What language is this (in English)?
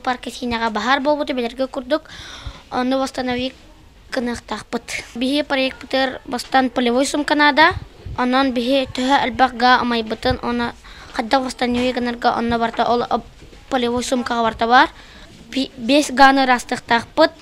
Yakut